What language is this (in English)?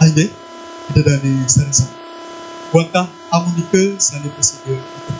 Balinese